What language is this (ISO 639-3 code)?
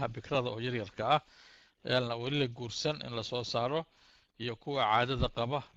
som